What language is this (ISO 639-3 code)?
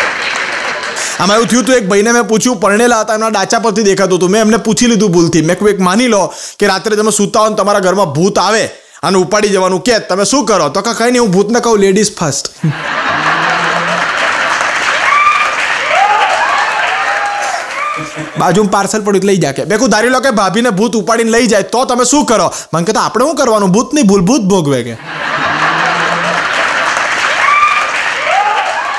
guj